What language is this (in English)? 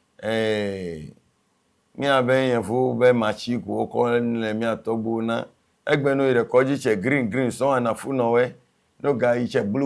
Ewe